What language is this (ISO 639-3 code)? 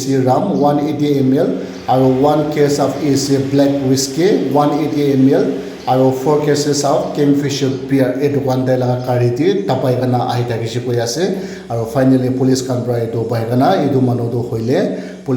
nag